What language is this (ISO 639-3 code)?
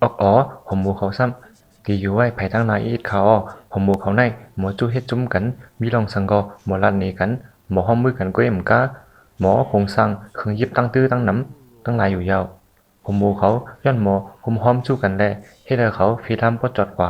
shn